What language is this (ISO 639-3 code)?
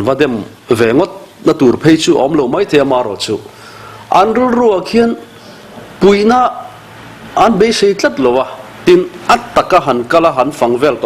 lus